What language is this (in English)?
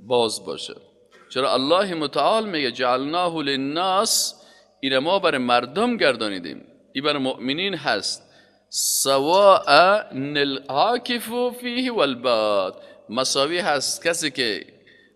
Persian